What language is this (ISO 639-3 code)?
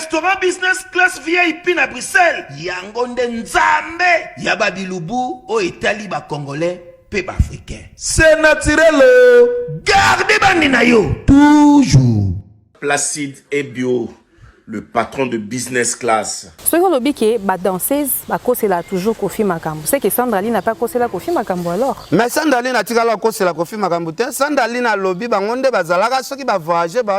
lin